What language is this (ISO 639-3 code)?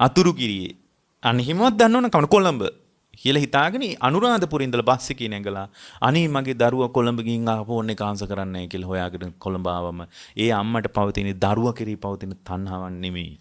sin